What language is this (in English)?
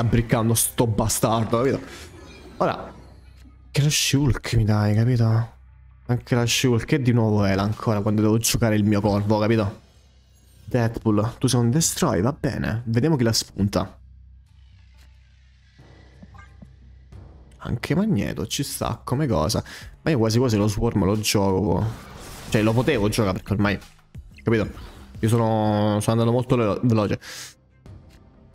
Italian